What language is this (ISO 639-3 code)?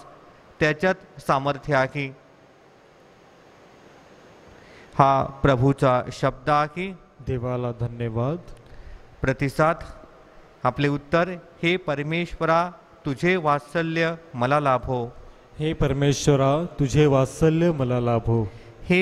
mar